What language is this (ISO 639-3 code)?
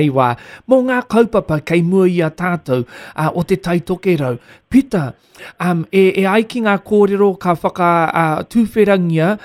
mri